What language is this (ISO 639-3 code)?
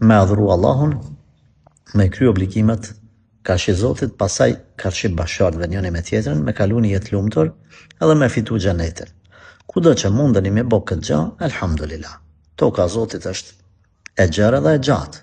sqi